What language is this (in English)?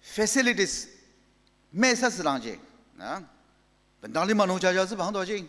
Ao Naga